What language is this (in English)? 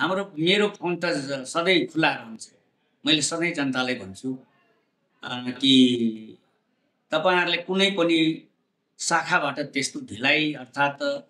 Nepali